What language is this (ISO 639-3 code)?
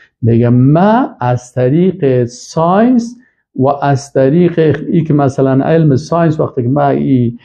fas